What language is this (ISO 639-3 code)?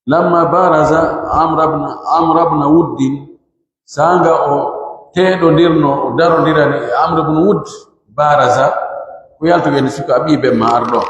fuf